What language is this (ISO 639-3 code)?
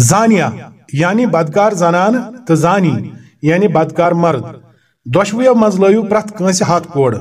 kas